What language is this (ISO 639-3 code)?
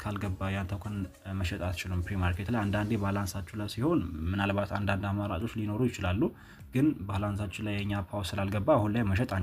amh